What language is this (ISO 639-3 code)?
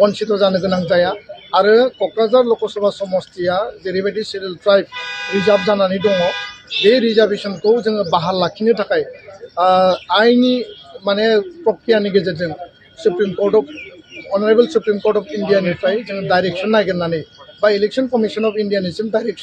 brx